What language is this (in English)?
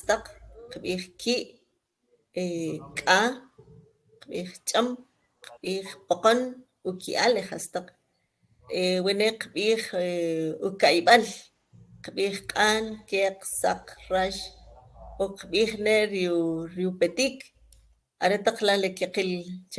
Kʼicheʼ